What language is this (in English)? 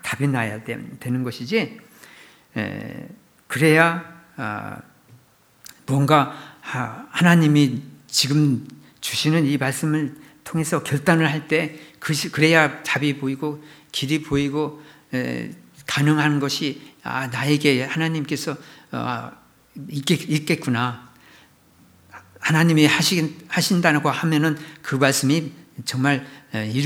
Korean